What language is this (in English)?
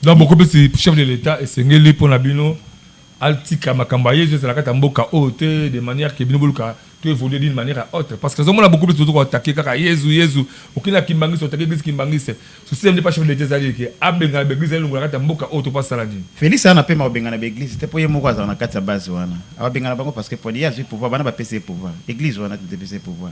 Lingala